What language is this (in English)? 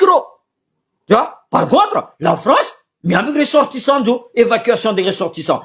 Malagasy